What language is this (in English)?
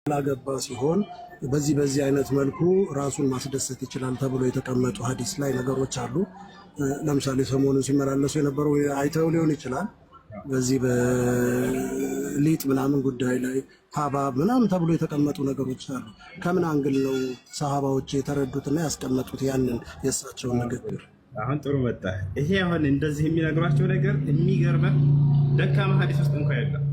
Amharic